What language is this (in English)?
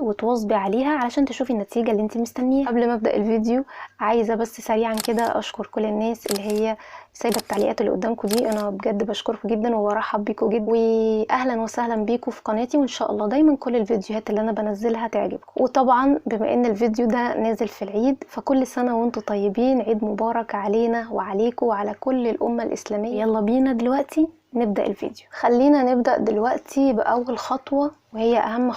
Egyptian Arabic